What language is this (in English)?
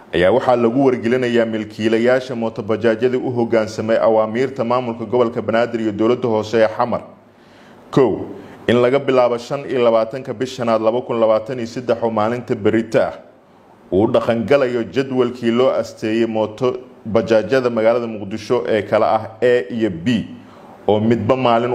Somali